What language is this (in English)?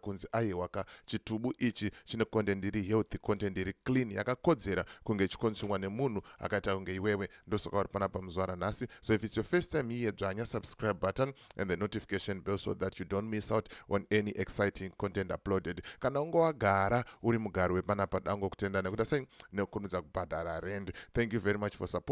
Shona